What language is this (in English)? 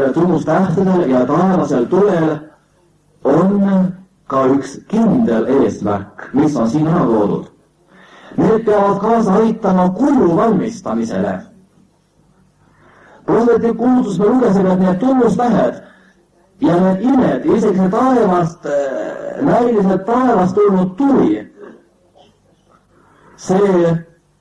Estonian